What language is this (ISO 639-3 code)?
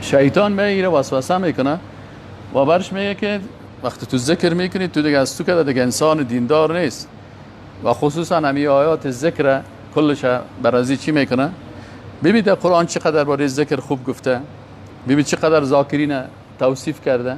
fas